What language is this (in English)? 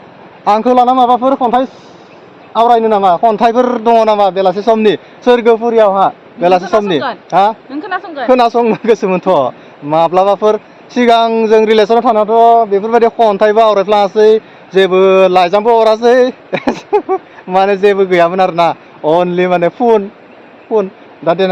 Bodo